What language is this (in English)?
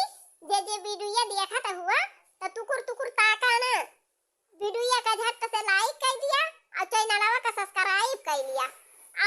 Awadhi